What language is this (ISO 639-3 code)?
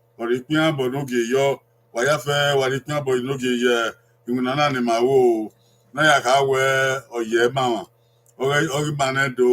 bin